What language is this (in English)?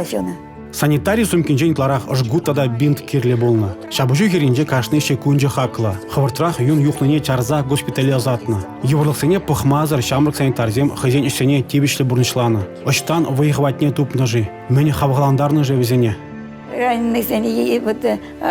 Chuvash